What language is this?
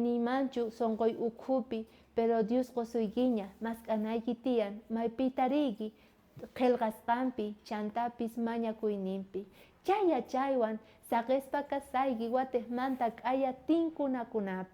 South Bolivian Quechua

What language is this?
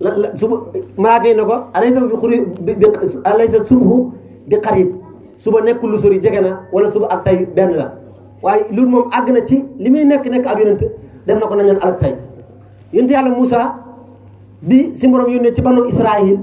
Wolof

